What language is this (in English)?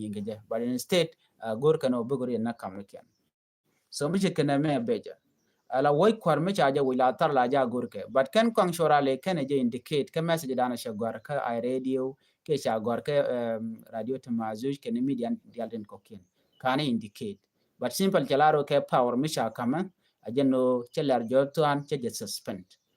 Nuer